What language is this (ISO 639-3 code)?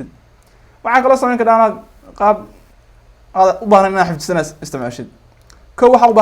som